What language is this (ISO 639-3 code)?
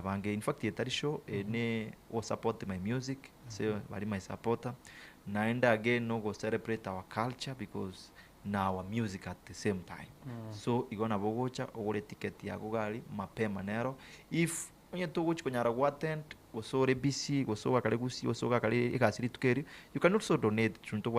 guz